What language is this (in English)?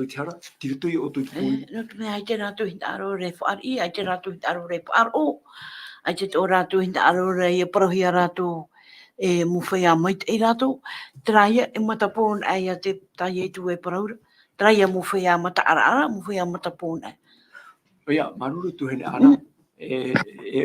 Tahitian